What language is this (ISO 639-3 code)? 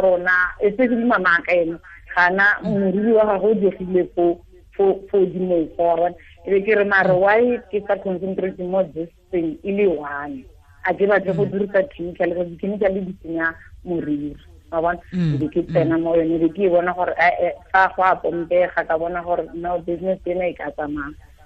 tsn